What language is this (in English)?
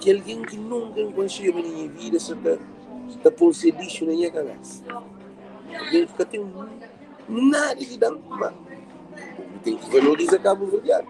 Kabuverdianu